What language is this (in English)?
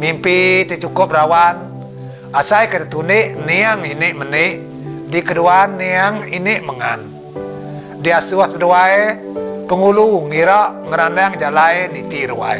Iban